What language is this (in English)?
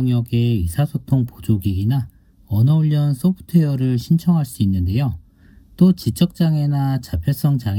Korean